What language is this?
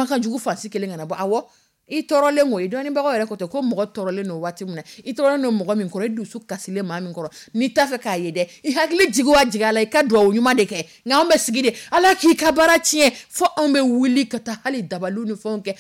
Dyula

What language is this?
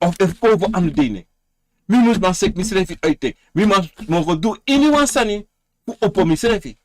Sranan Tongo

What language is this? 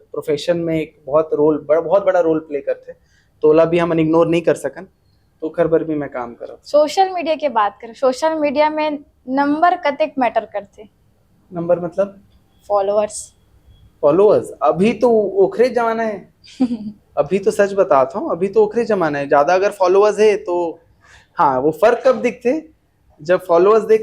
Chhattisgarhi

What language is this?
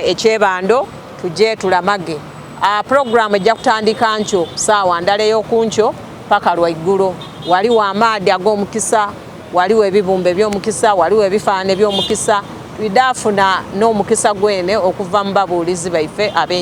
Soga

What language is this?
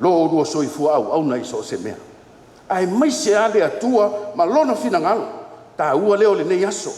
Samoan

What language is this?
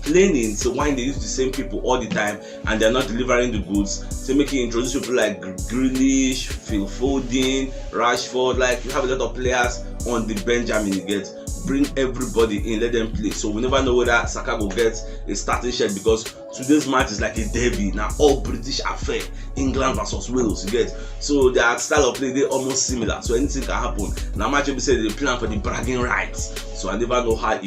Nigerian Pidgin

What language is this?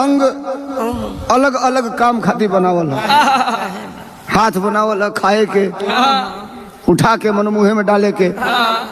Bhojpuri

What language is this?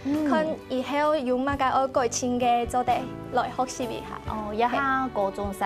Hakka Chinese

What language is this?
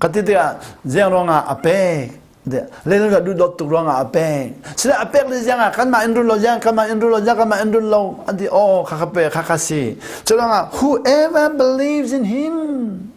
Hakha Chin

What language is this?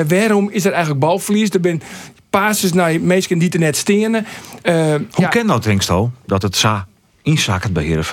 Western Frisian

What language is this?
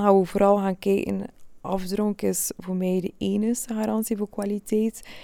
Dutch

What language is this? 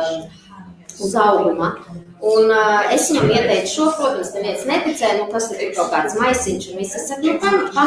Latvian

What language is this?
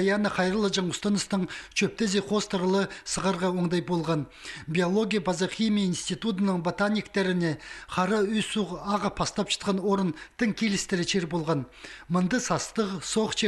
Khakas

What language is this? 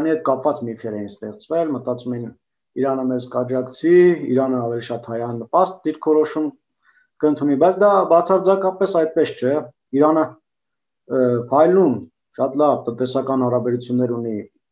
Armenian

